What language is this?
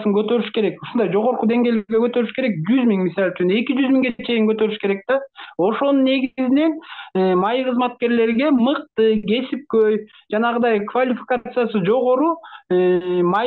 Kyrgyz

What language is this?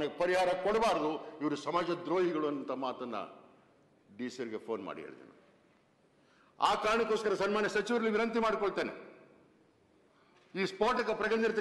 Kannada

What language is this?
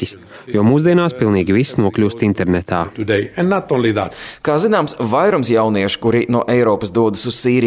Latvian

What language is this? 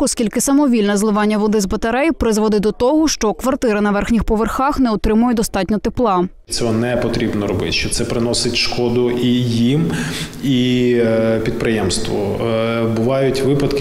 Ukrainian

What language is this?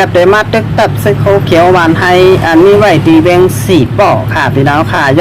Shan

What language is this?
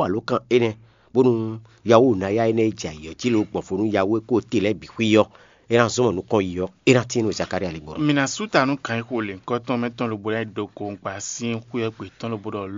Fon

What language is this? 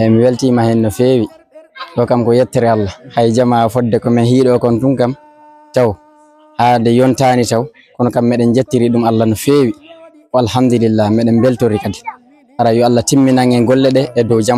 Fula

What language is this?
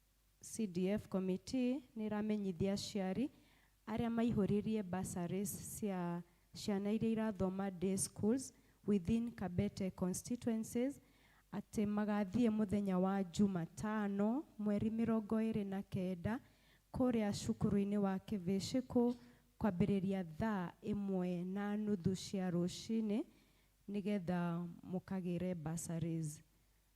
Kikuyu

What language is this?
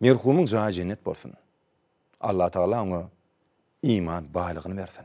Turkmen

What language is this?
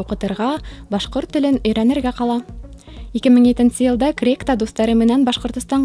Bashkir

